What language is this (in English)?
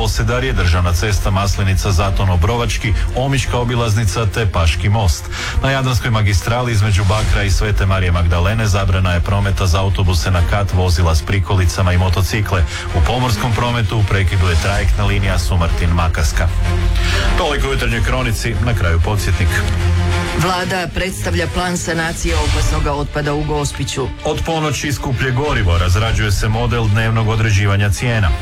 Croatian